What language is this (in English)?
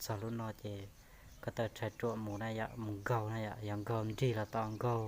Hmong